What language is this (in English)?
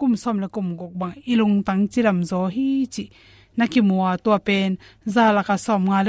Tedim Chin